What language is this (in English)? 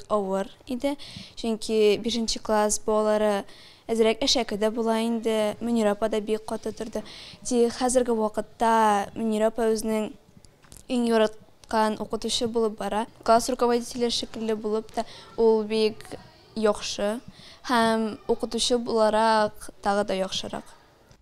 Tatar